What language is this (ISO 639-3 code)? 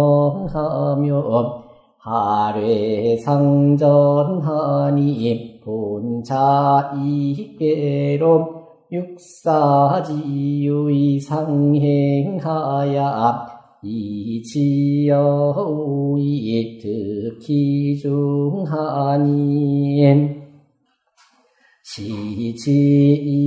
kor